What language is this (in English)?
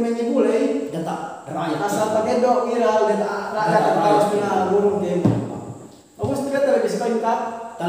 Yakan